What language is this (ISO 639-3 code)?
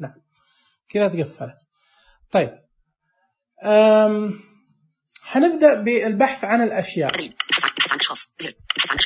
ars